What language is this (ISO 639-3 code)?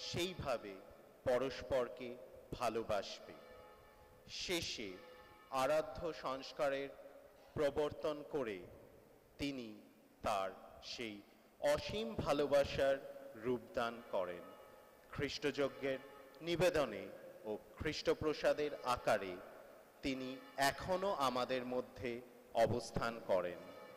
ben